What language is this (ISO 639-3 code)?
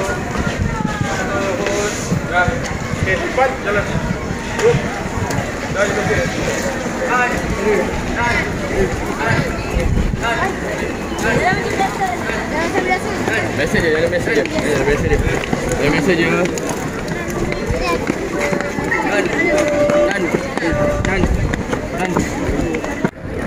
msa